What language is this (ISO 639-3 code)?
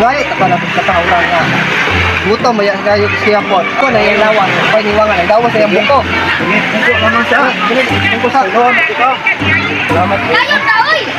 ceb